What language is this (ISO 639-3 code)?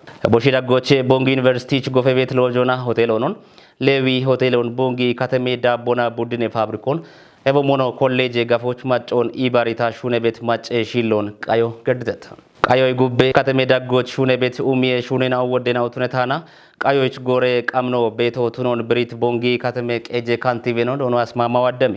kbr